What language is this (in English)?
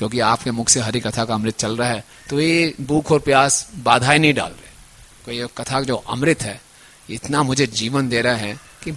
Hindi